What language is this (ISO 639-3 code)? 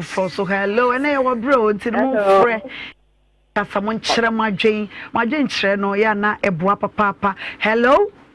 aka